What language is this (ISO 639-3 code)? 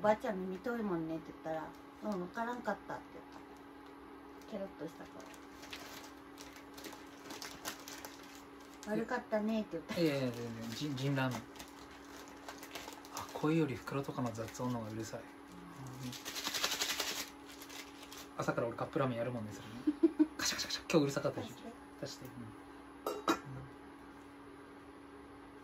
jpn